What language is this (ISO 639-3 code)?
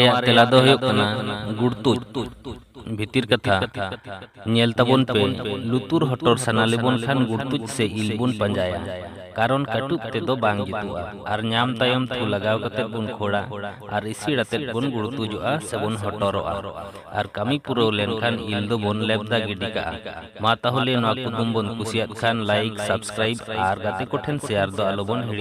sat